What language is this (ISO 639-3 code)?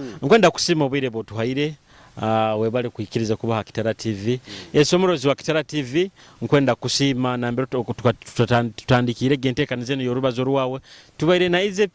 nyo